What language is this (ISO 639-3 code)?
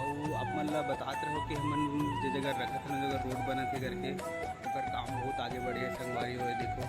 hne